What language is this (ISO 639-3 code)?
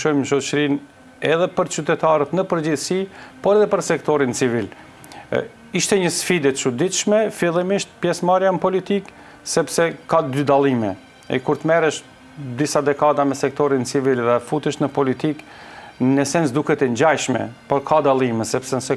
sqi